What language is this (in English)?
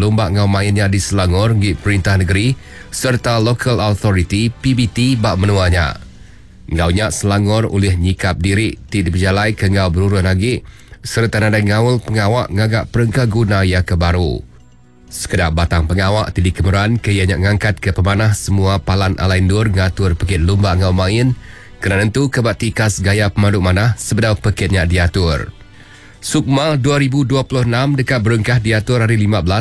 Iban